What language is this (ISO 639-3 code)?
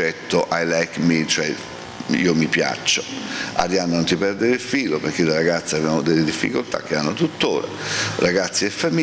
ita